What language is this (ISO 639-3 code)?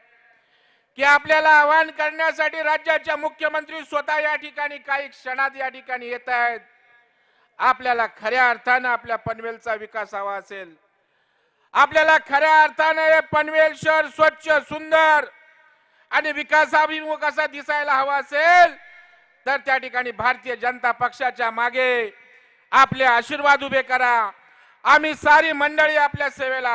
mar